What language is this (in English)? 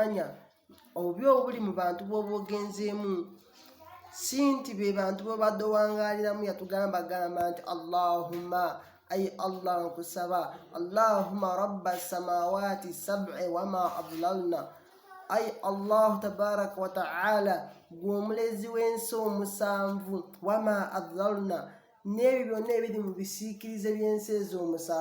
Ganda